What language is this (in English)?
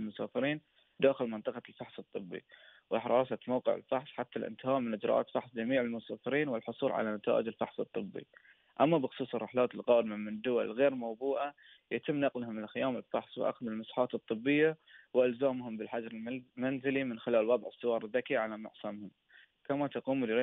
Arabic